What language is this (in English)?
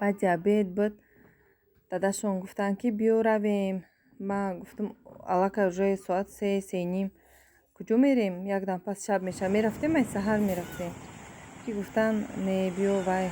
Tajik